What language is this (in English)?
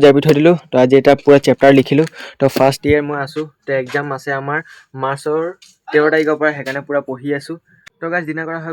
Assamese